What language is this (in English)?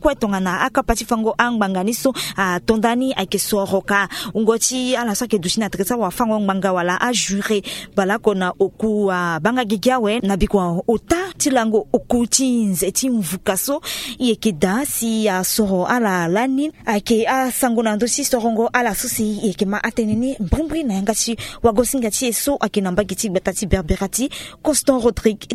Sango